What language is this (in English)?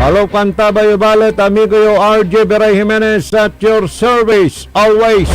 Pangasinan